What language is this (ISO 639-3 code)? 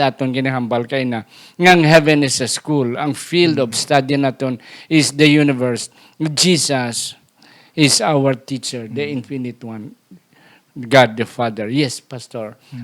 hil